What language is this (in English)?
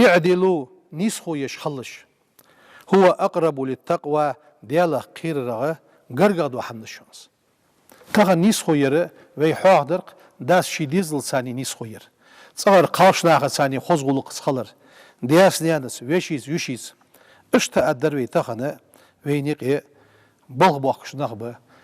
Ingush